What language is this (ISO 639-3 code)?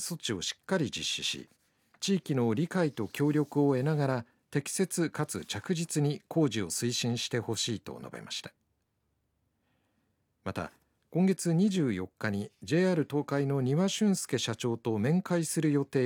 jpn